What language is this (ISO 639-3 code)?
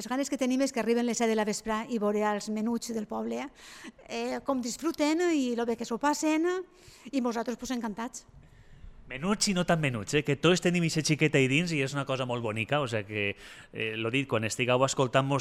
cat